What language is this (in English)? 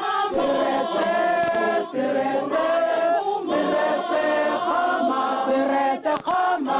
Tswana